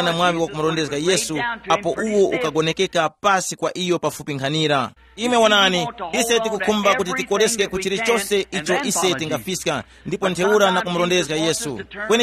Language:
Tumbuka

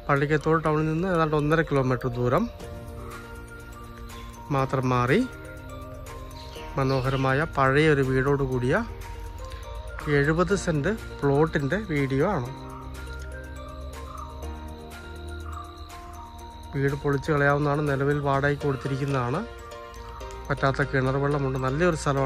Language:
Malayalam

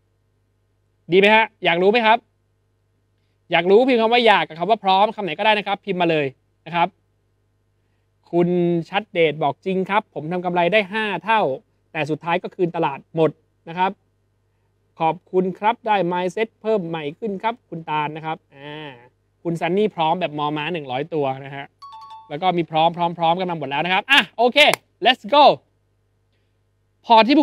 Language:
Thai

